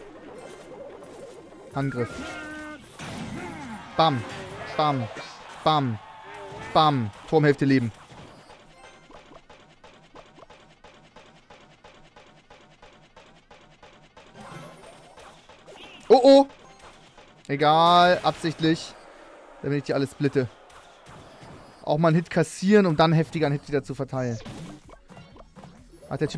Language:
German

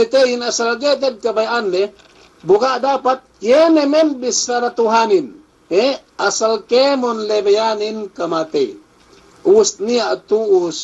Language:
Yakan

